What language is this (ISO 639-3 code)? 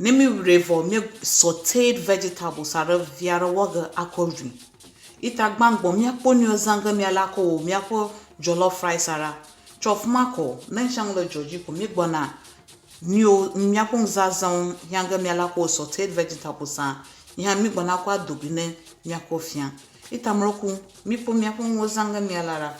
ewe